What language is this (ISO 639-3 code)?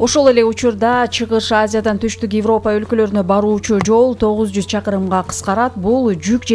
kir